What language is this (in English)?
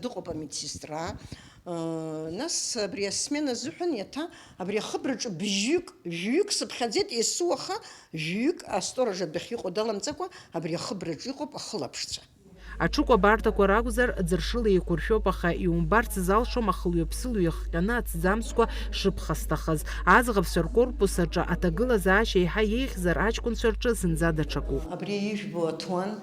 Abkhazian